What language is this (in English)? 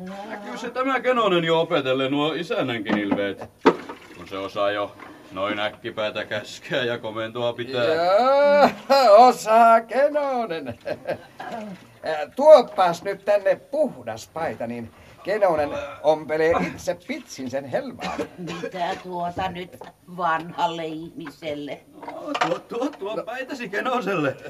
Finnish